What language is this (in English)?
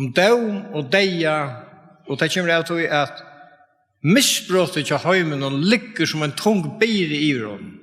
Faroese